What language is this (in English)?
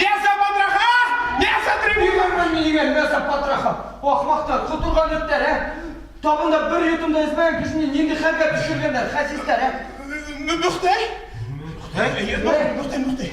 Bashkir